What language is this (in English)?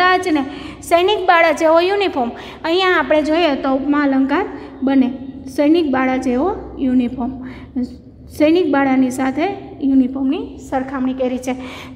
Gujarati